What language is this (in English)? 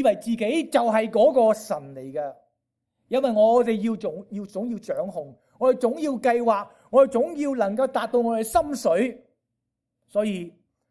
Cantonese